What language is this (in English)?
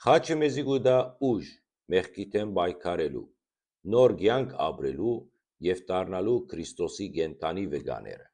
Western Armenian